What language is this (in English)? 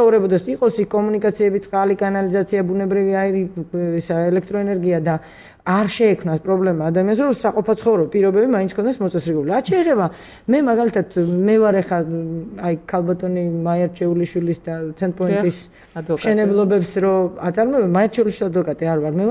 Georgian